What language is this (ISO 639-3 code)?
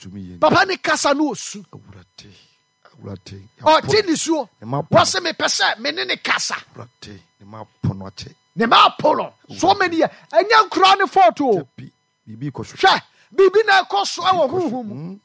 aka